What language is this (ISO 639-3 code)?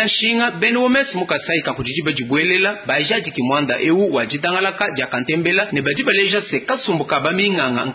lua